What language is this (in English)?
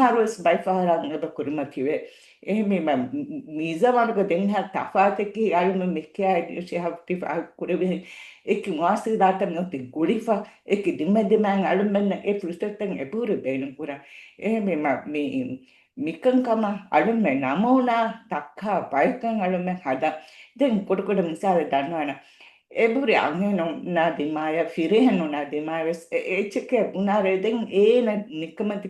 Divehi